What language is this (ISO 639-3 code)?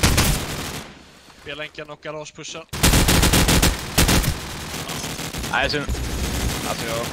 swe